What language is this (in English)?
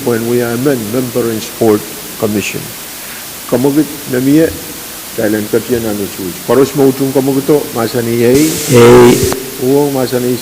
Pohnpeian